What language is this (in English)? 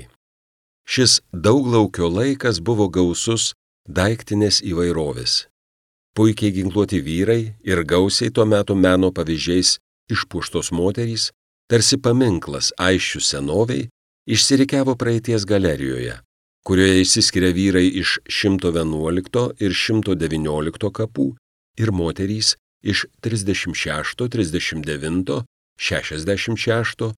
Lithuanian